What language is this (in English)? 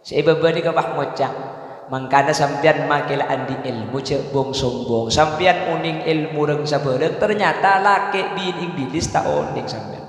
Madurese